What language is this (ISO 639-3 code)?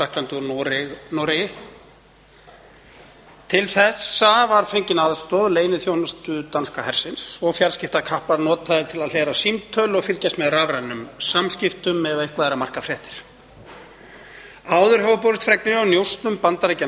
isl